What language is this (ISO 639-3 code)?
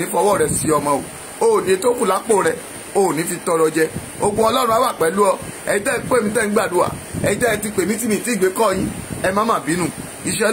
yor